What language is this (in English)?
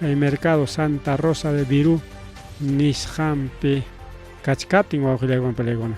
Ayacucho Quechua